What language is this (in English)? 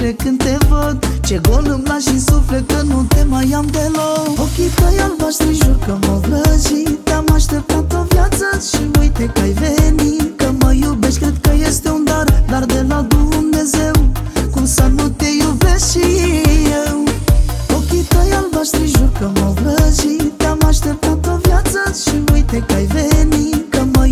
Romanian